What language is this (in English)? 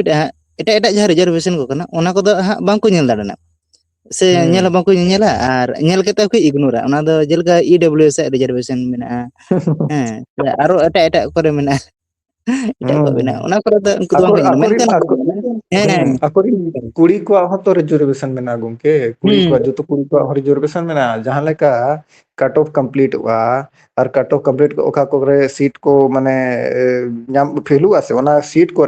Santali